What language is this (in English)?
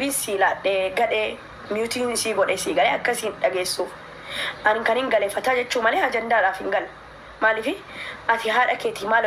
Oromo